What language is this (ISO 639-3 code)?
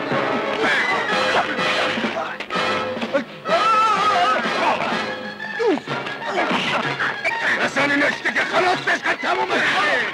fas